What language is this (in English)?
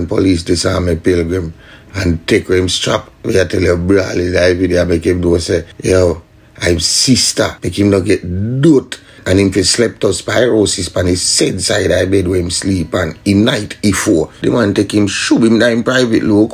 Jamaican Creole English